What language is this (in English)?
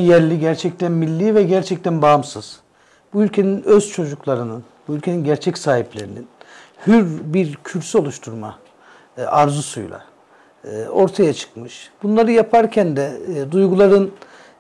Turkish